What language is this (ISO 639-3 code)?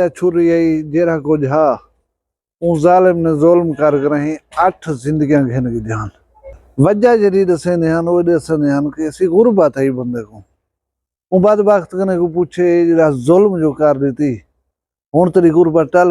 skr